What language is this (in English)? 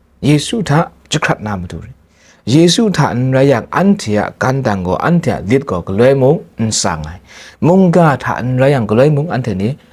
Kachin